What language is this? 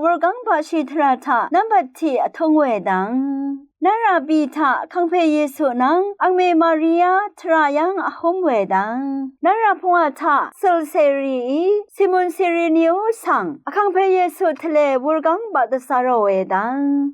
Rawang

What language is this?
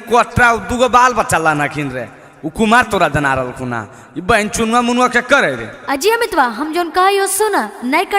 Magahi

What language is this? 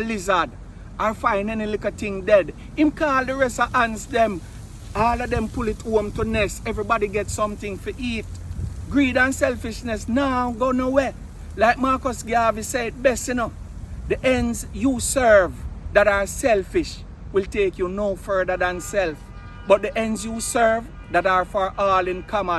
Jamaican Creole English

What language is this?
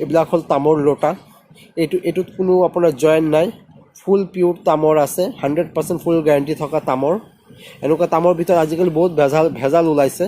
Assamese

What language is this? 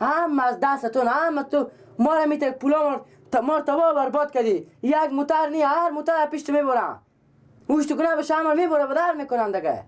Persian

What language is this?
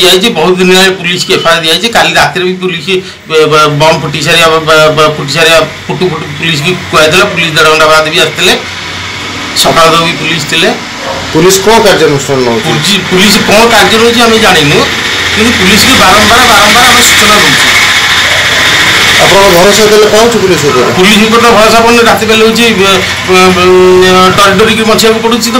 Odia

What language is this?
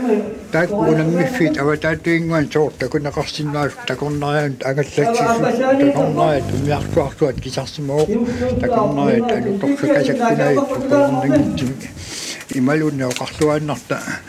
Kalaallisut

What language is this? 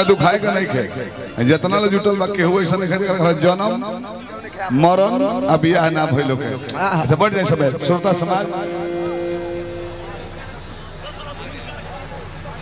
Bhojpuri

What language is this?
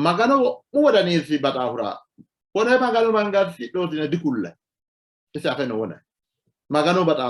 Sidamo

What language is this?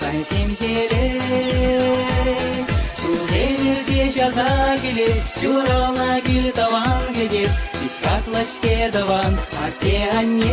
Chuvash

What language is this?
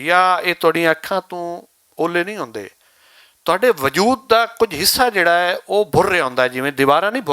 Western Panjabi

